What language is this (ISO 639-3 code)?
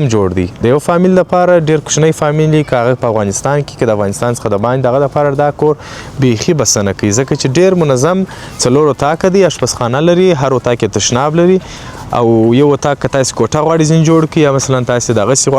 pus